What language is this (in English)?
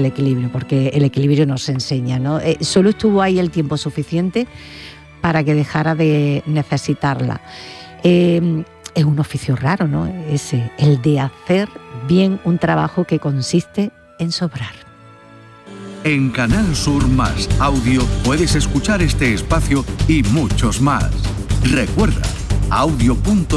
Spanish